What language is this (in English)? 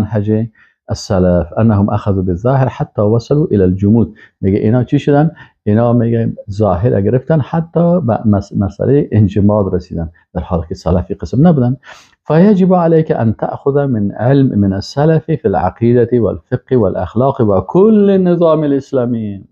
Persian